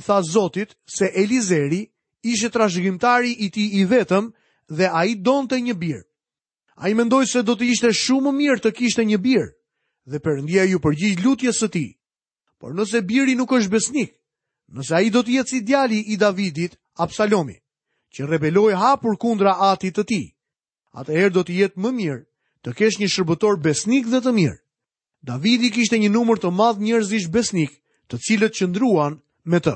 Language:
Albanian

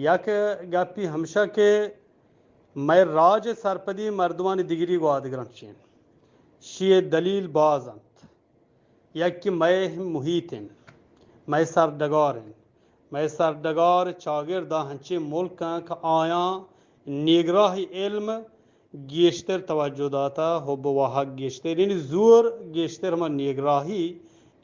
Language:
Eastern Balochi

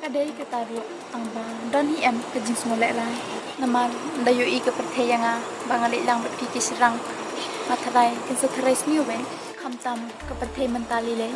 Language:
Khasi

